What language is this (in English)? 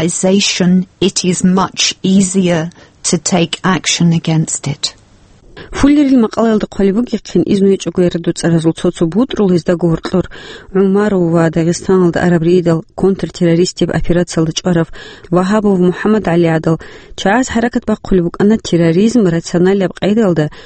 Avaric